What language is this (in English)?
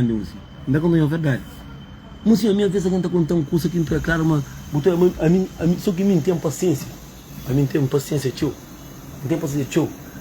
Kabuverdianu